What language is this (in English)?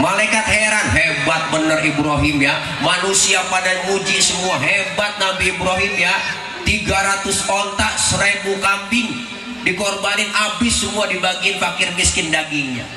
Betawi